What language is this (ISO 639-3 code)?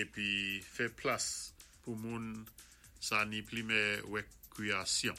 acf